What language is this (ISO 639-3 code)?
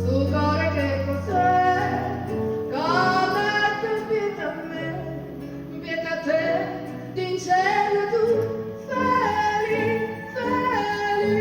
nap